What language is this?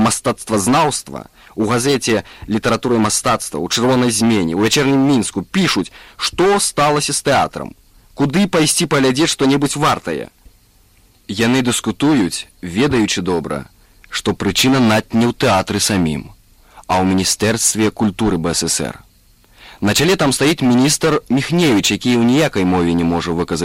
Belarusian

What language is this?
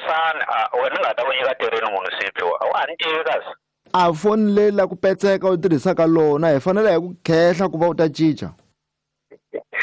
Tsonga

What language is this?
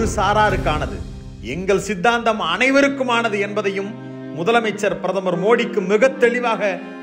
Tamil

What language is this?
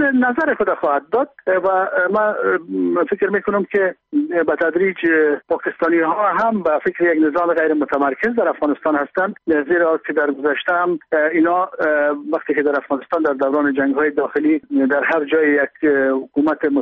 Persian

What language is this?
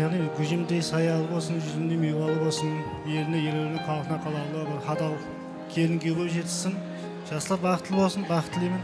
Kara-Kalpak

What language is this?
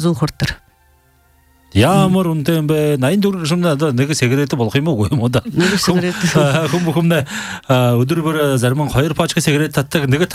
Buriat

